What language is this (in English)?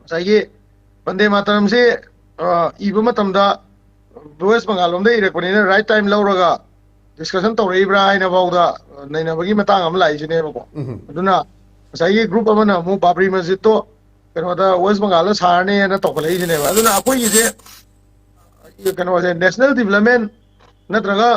Manipuri